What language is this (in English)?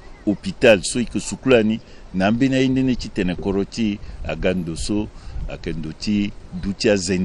Sango